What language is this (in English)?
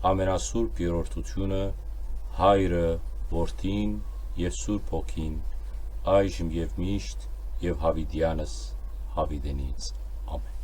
Western Armenian